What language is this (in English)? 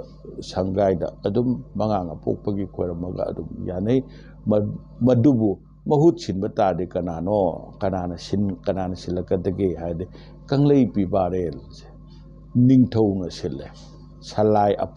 Manipuri